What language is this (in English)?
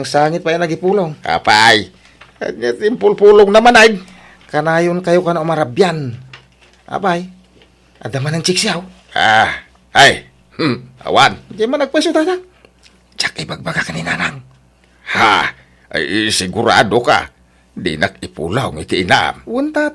Iloko